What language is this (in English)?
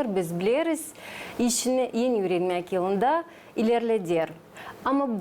Gagauz